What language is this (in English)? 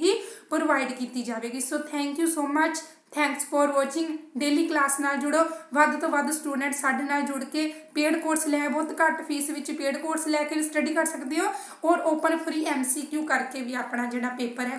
Punjabi